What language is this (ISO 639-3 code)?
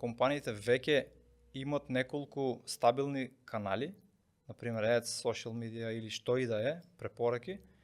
mkd